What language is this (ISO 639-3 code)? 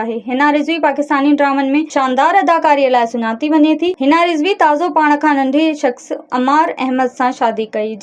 snd